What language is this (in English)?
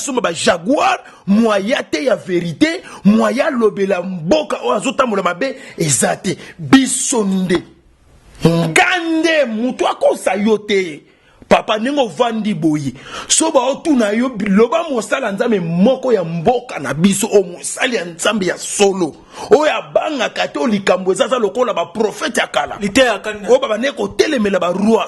Lingala